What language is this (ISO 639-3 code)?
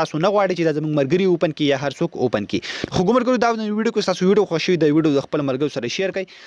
pus